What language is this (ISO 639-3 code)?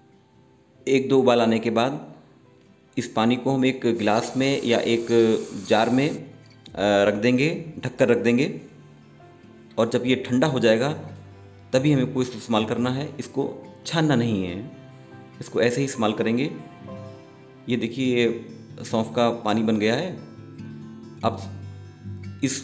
hin